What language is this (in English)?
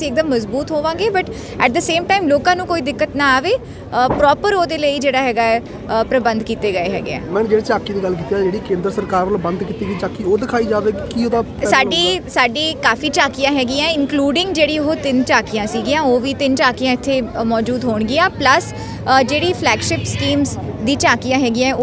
Punjabi